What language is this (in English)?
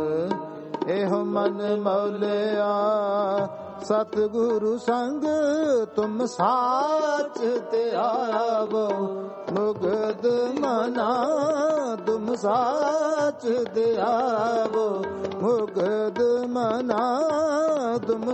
Punjabi